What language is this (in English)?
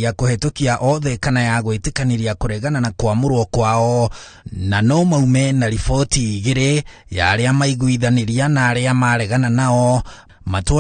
Kikuyu